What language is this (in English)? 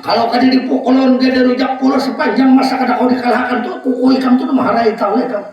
Banjar